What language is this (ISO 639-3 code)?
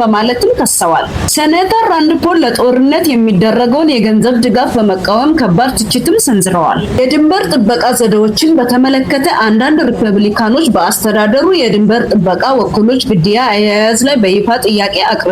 amh